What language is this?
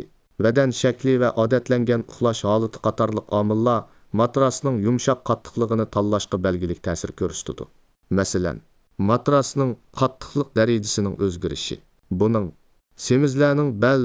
Uyghur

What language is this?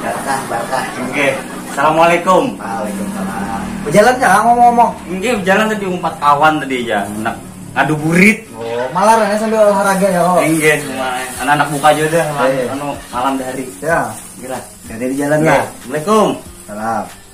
Banjar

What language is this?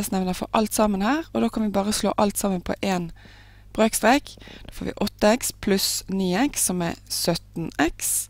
Norwegian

